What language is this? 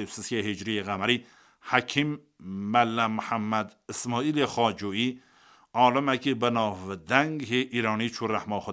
Kurdish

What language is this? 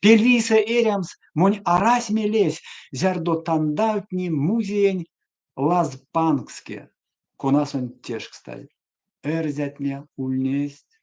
Erzya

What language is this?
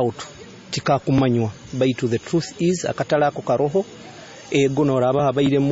Nyoro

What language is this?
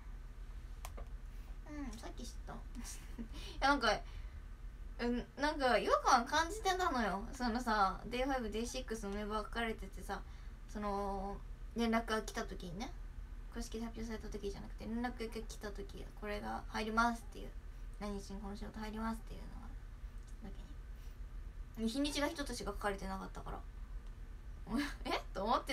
Japanese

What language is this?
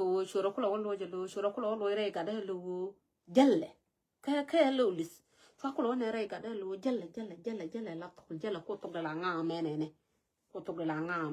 Nuer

